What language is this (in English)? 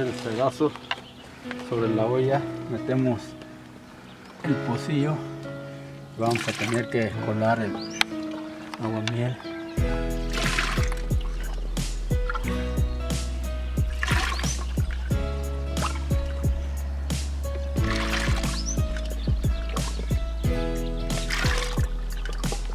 Spanish